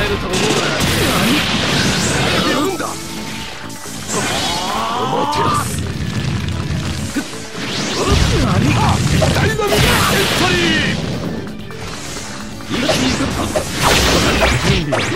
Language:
Japanese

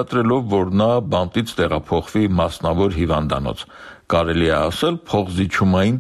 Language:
Armenian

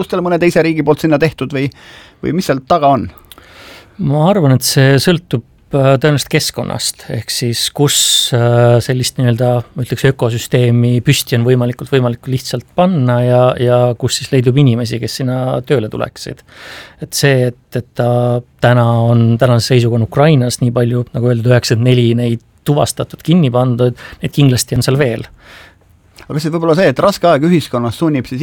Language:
Estonian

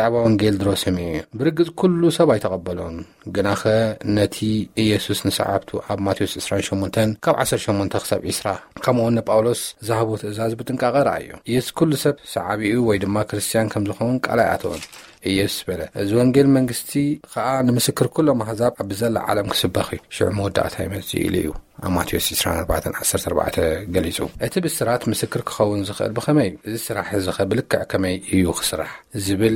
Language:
Tigrinya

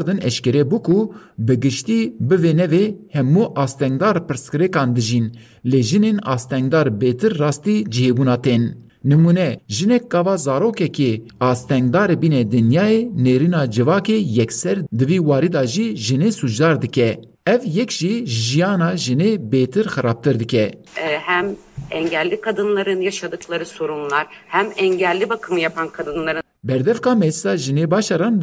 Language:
Kurdish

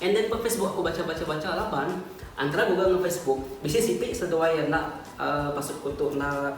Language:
Iban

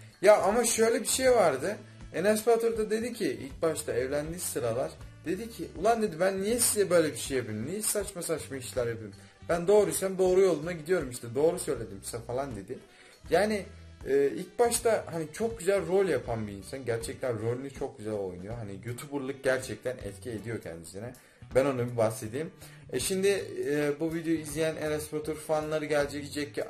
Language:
Turkish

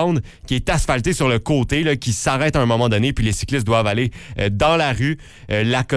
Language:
French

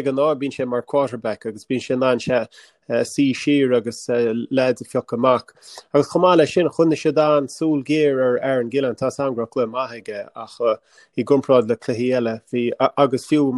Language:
Irish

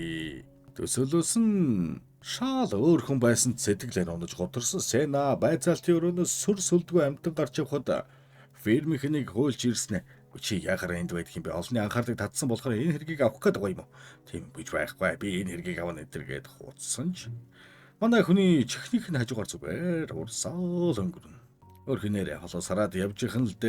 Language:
Mongolian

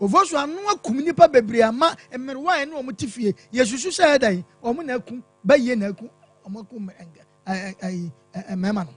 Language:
Akan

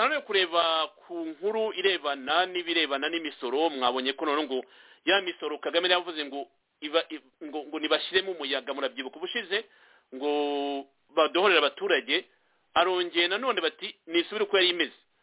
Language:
Kinyarwanda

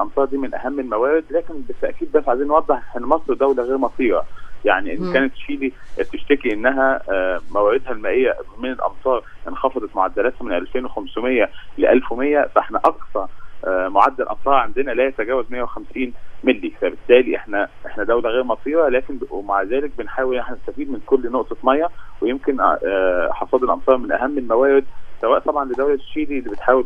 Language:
Egyptian Arabic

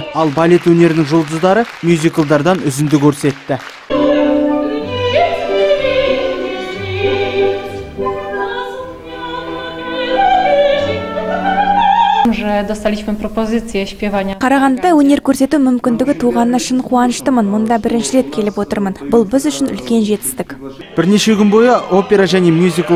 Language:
Kazakh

